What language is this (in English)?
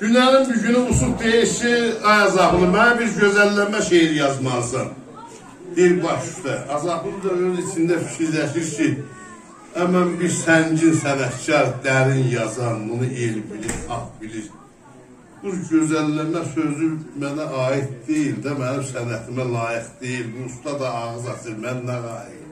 South Azerbaijani